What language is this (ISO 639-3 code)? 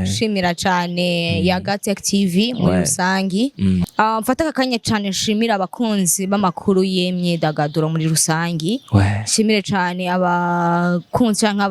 run